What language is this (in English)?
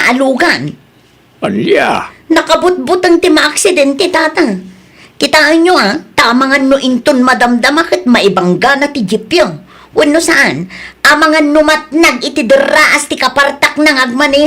Iloko